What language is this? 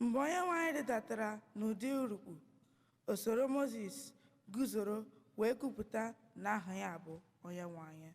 Igbo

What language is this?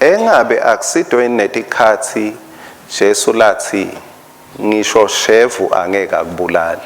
Swati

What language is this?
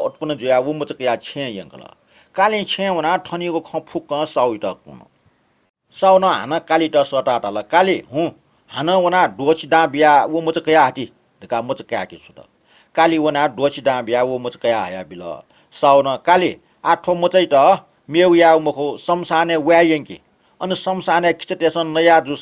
Newari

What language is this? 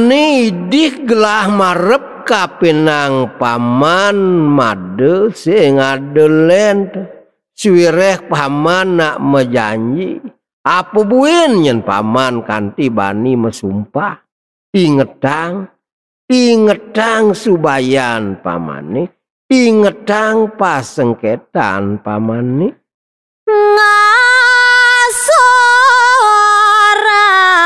Balinese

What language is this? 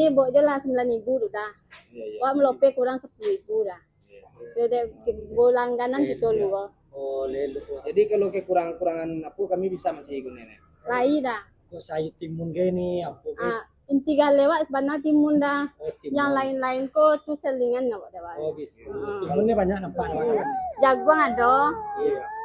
Minangkabau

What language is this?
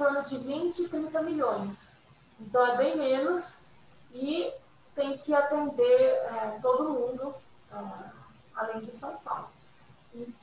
Portuguese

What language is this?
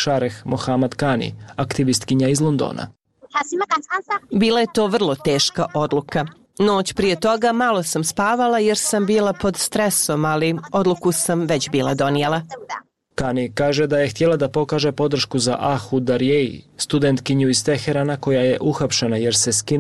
Bosnian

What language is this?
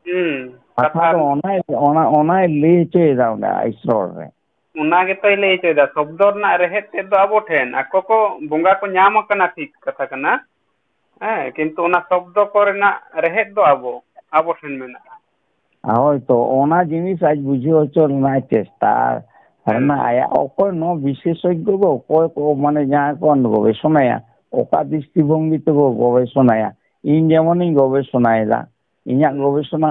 Santali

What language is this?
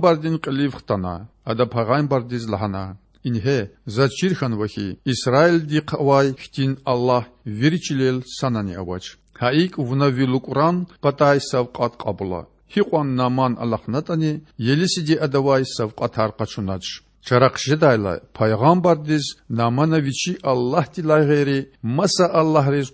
Lezghian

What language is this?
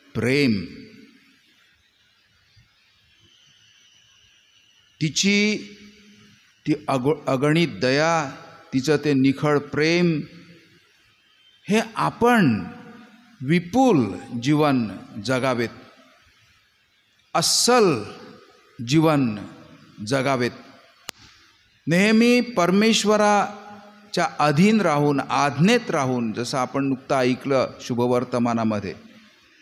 Marathi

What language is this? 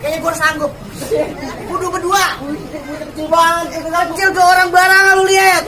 Betawi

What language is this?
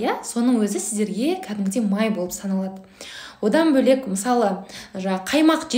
Kazakh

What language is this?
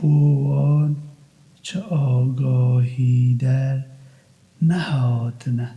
Kurdish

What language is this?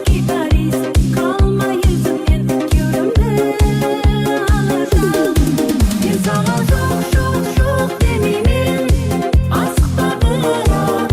Kara-Kalpak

